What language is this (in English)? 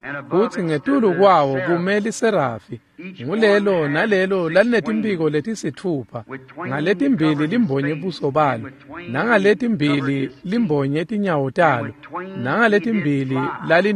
Swati